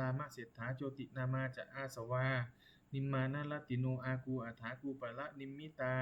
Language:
Pali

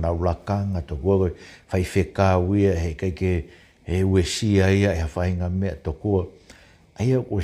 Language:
Tongan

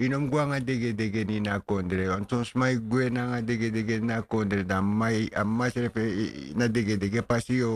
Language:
Sranan Tongo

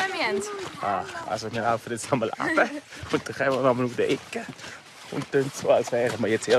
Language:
Swiss German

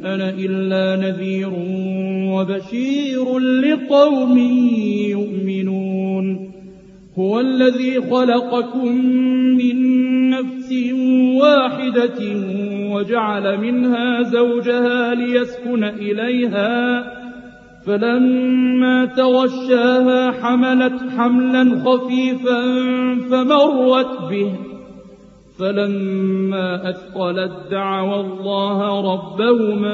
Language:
Arabic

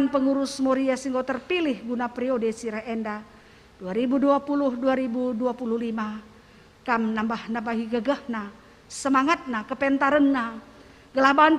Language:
Batak Karo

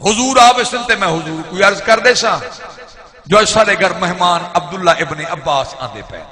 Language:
Saraiki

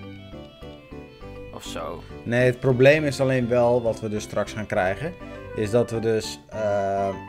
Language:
Dutch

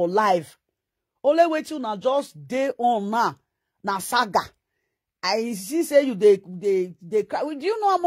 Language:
Nigerian Pidgin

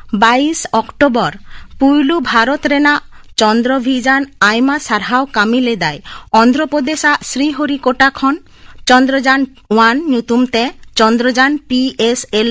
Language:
Santali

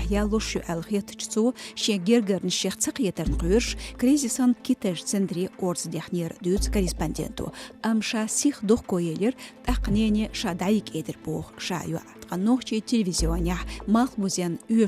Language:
Chechen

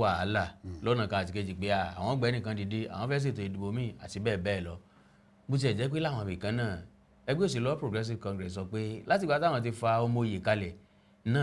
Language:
Yoruba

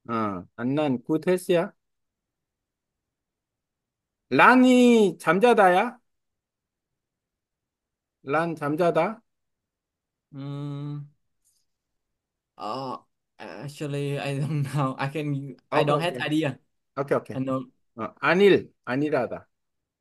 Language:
Korean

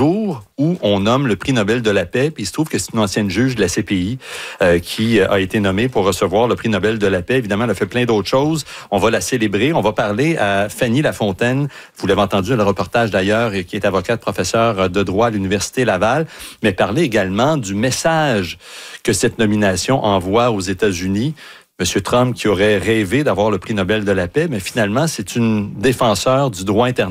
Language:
French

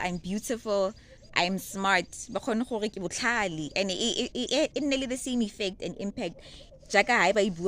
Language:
Tswana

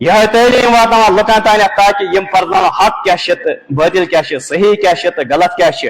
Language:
Kashmiri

